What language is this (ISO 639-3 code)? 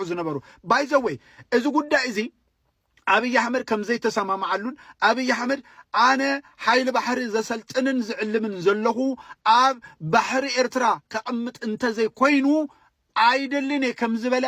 tir